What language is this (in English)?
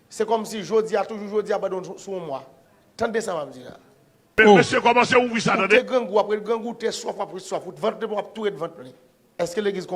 Haitian Creole